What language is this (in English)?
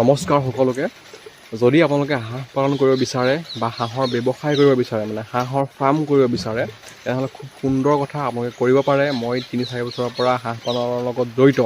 Assamese